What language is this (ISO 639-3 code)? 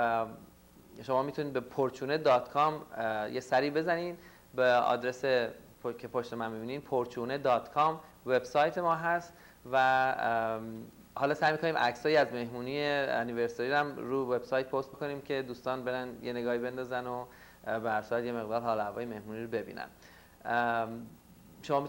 fas